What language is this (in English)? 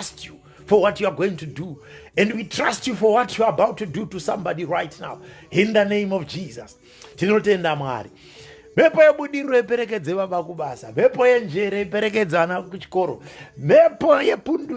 Shona